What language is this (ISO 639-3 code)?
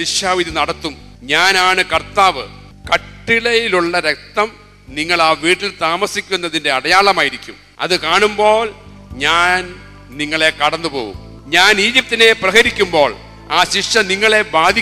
mal